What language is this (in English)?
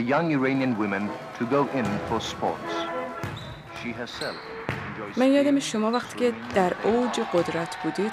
Persian